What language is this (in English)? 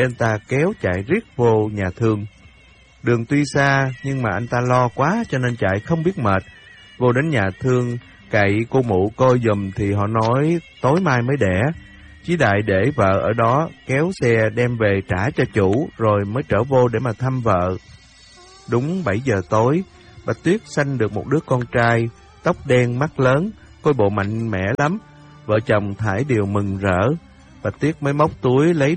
Vietnamese